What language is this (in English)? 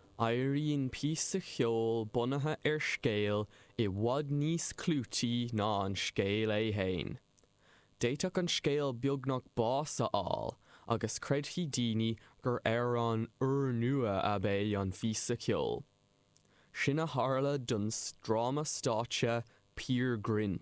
Irish